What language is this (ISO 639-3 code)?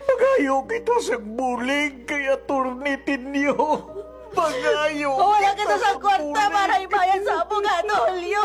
hil